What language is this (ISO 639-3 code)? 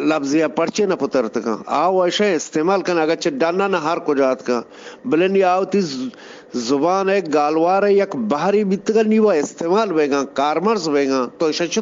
bgp